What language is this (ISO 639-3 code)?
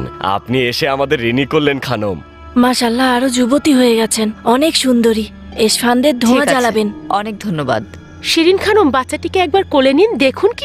ben